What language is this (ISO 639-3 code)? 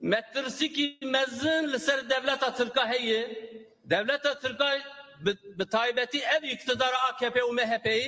kur